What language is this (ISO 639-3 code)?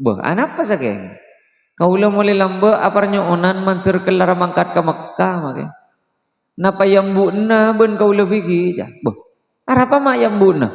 mad